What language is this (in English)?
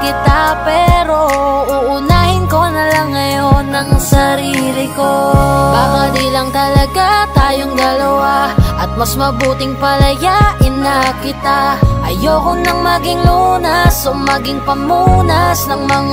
Filipino